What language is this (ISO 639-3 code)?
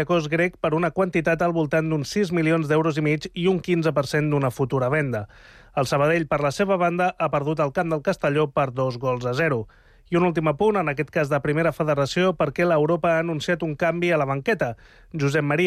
cat